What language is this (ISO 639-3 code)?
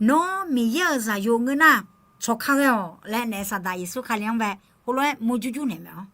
ahk